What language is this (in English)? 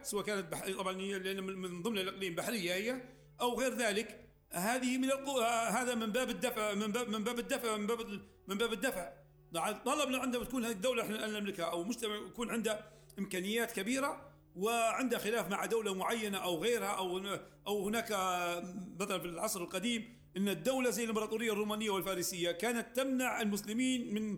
Arabic